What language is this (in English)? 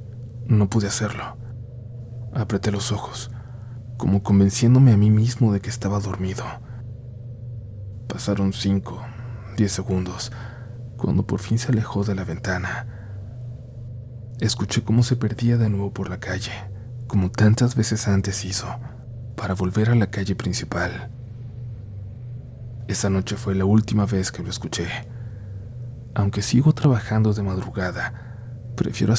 Spanish